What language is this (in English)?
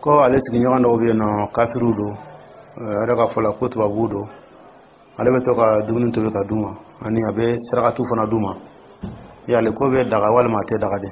Dyula